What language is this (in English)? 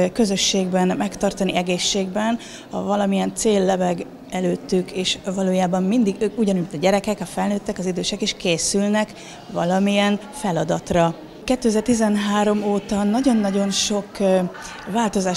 Hungarian